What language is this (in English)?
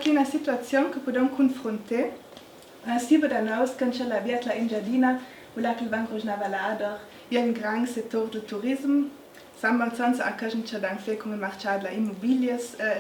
Ladin